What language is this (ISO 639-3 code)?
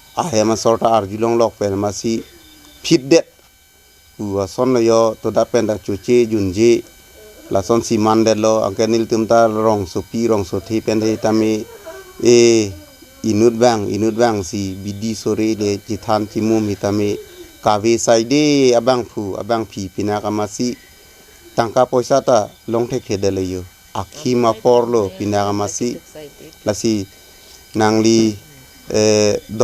mjw